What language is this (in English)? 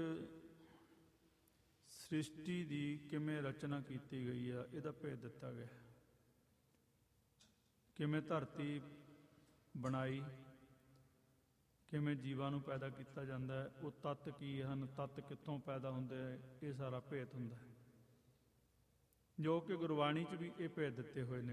Punjabi